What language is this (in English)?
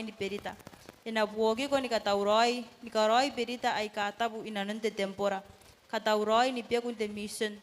Gilbertese